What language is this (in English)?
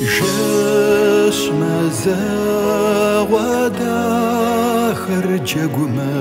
Kabardian